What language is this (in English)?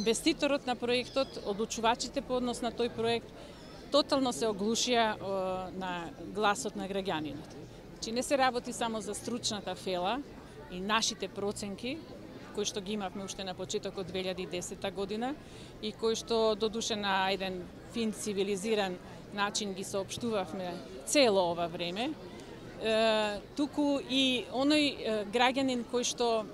Macedonian